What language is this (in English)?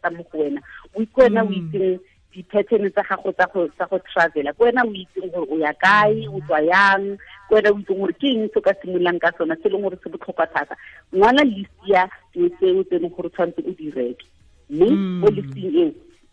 Tswana